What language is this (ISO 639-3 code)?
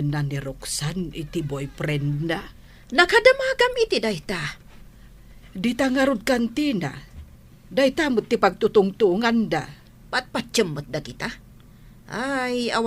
ilo